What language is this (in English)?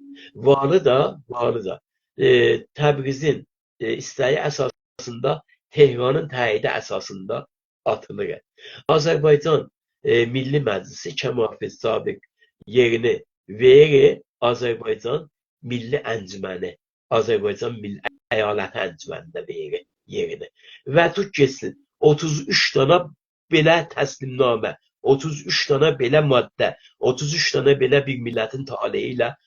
South Azerbaijani